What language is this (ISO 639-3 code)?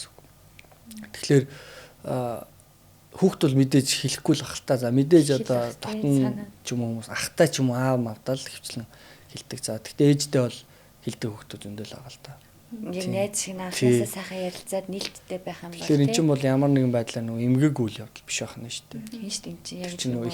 mon